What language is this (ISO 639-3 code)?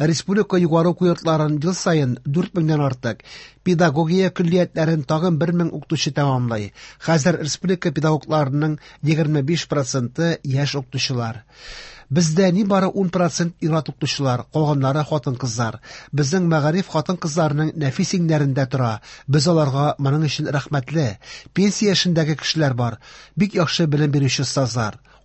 tat